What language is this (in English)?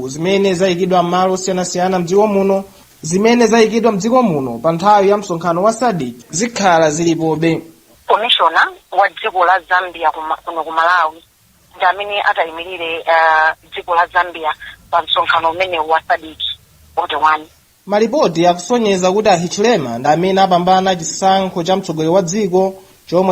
Nyanja